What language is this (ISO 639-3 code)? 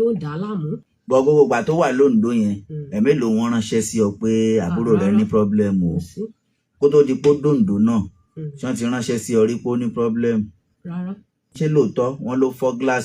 yor